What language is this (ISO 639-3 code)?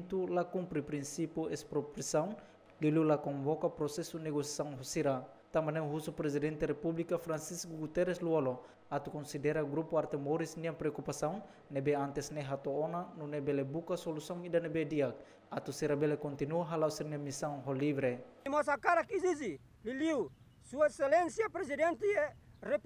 tet